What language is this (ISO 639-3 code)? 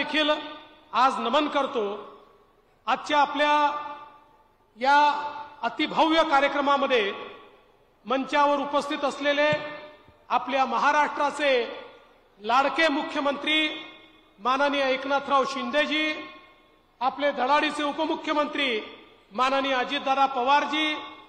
mar